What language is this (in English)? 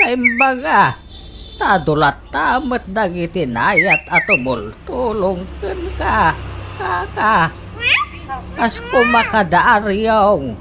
Iloko